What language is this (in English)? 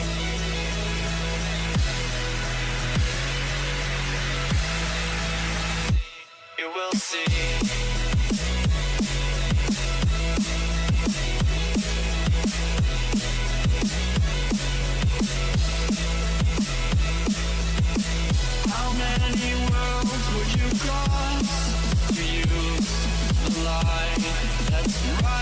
English